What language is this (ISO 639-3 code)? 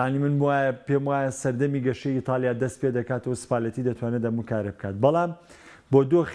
ckb